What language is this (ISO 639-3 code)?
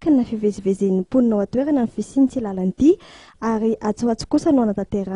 mlg